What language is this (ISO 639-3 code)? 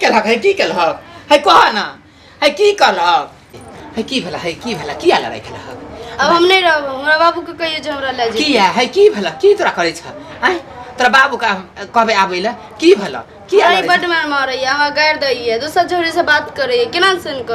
mai